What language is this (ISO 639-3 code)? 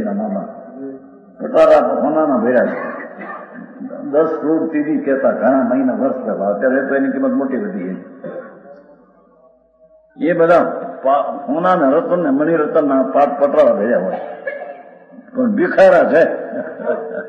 guj